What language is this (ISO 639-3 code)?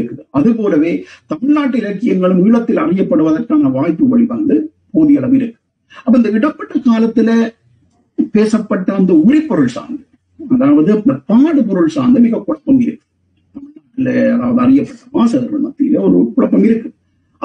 tam